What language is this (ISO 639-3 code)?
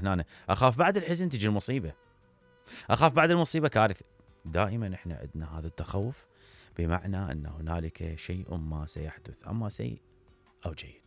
acm